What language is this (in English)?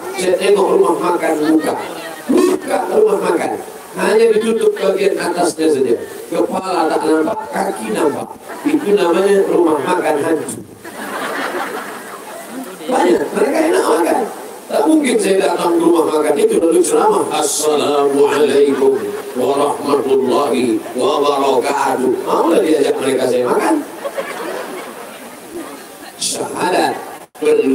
Indonesian